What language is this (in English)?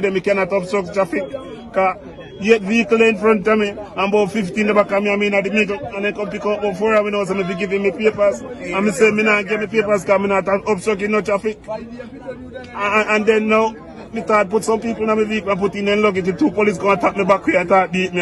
Jamaican Creole English